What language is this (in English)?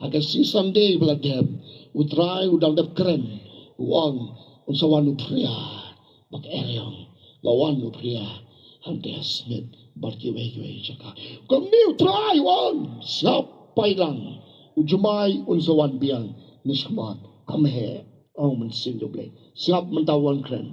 Khasi